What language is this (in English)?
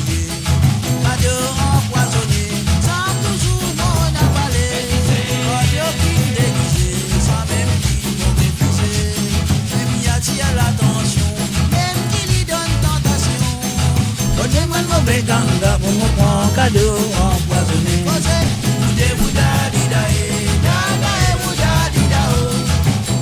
Morisyen